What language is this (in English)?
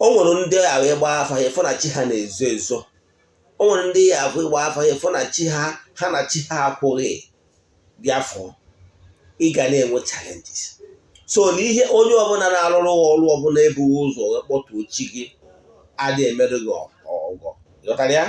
Igbo